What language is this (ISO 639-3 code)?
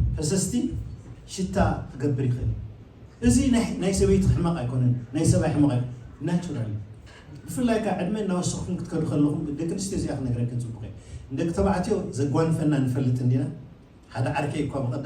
tir